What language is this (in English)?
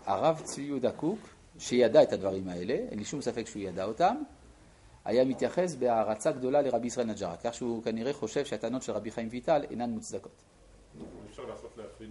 Hebrew